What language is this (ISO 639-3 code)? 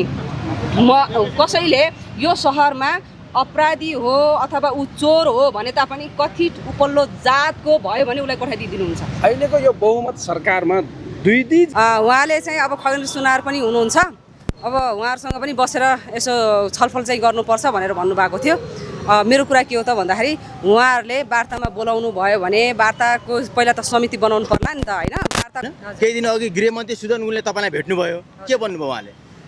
nep